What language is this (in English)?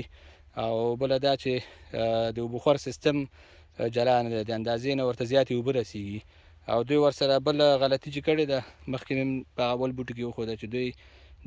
Pashto